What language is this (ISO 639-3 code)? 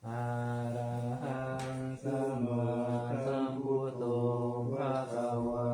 pli